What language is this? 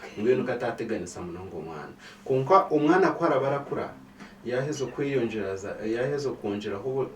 Nyankole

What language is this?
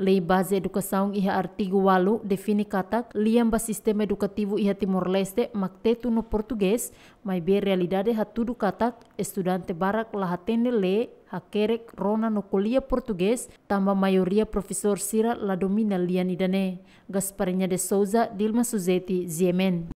Tetum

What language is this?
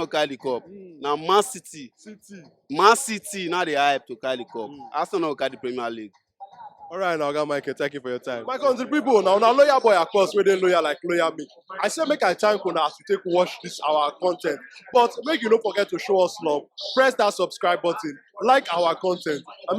Nigerian Pidgin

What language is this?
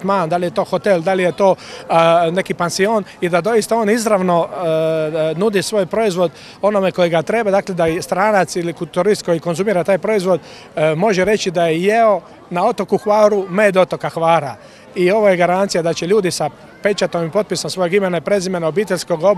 Croatian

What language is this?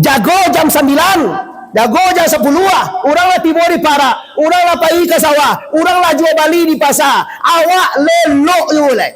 Minangkabau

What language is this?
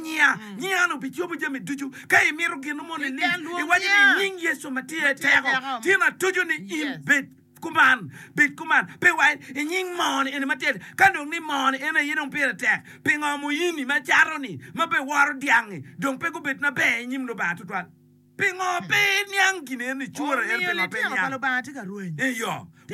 Acoli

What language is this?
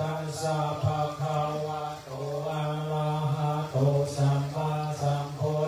Pali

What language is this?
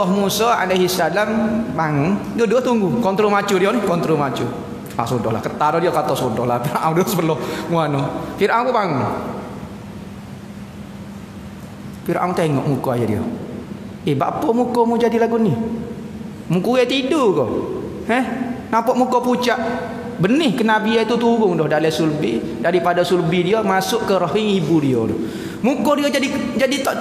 Malay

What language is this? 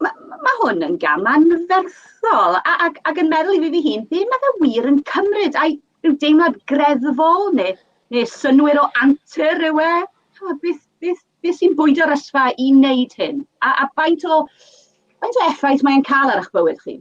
Welsh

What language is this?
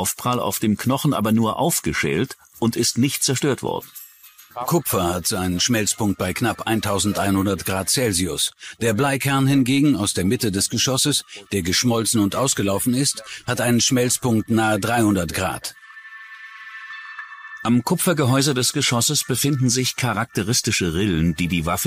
German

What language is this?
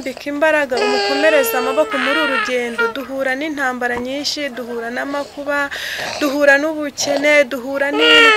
Kinyarwanda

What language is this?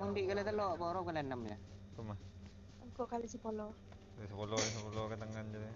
Madurese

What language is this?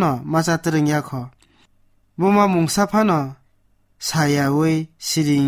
Kok Borok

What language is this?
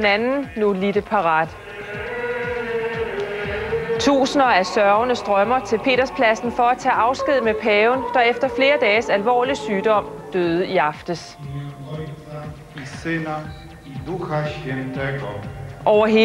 Danish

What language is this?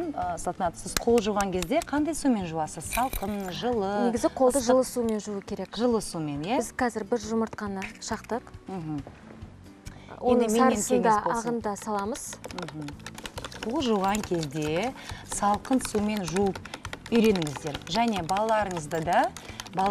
Kazakh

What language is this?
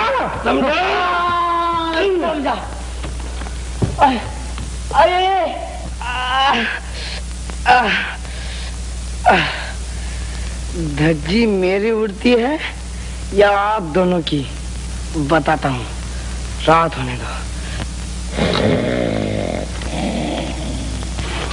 Hindi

